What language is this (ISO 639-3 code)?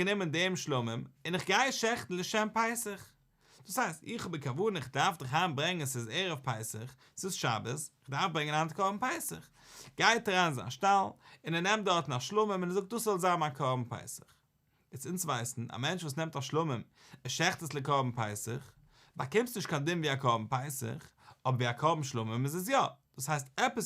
yid